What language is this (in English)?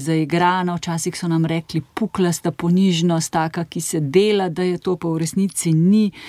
Slovenian